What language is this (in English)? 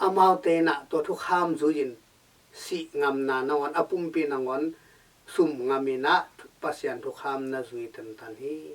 Tedim Chin